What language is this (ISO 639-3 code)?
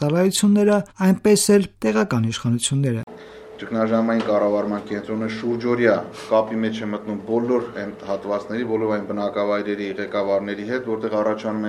hye